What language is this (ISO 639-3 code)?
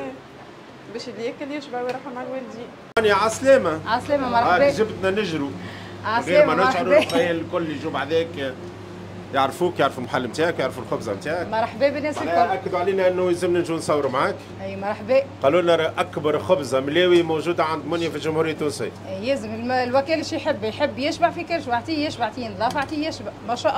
aeb